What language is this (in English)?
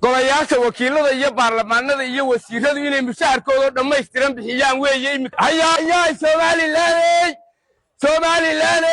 Somali